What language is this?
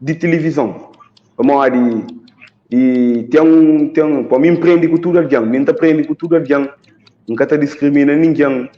Kabuverdianu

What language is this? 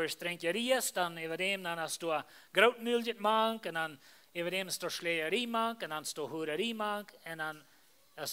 Plautdietsch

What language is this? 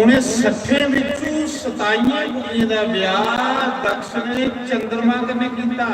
Dogri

